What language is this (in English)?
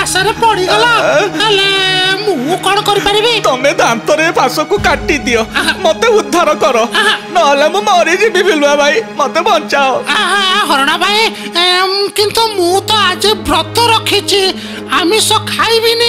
Odia